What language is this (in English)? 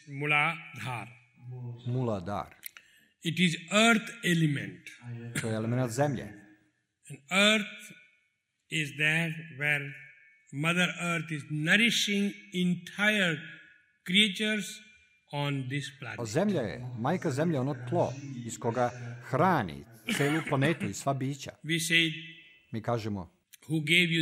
Serbian